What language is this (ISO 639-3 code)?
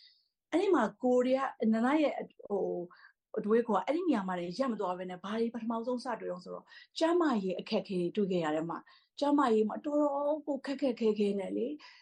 mya